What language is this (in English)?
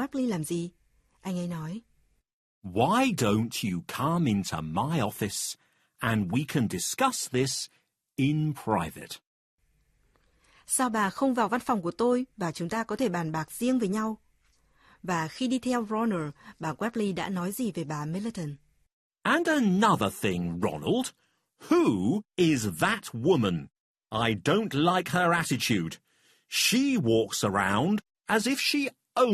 Vietnamese